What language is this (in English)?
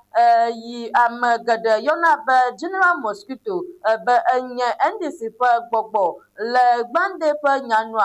Ewe